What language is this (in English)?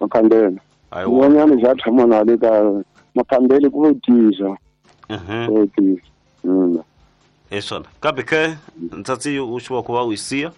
Tsonga